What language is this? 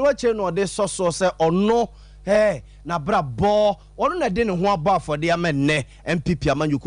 Akan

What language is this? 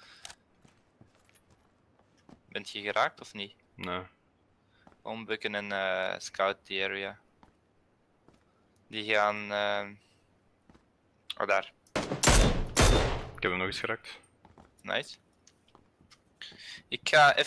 Dutch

